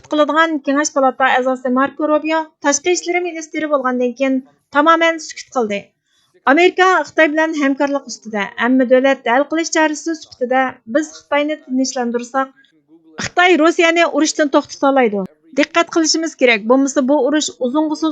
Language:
Uyghur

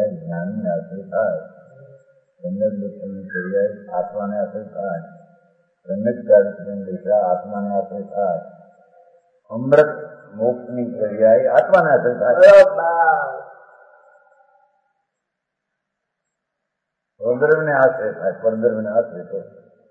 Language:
Gujarati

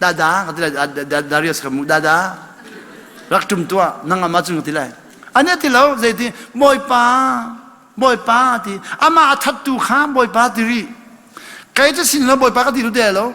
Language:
Hakha Chin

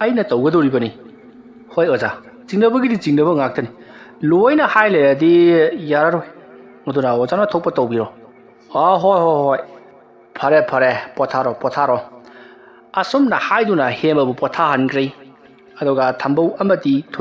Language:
Manipuri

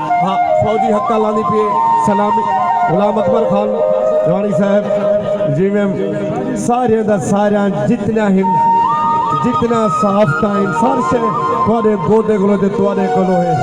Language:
Saraiki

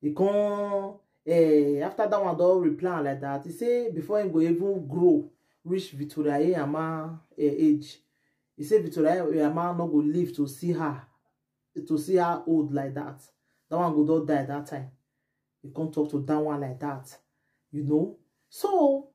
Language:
Nigerian Pidgin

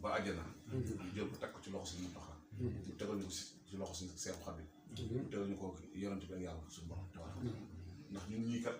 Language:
Wolof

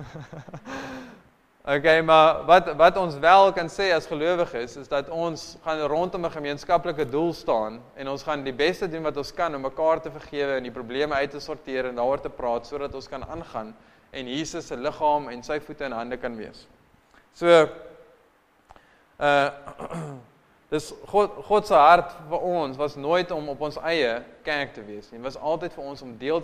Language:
Afrikaans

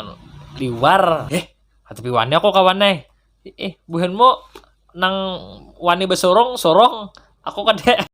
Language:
Banjar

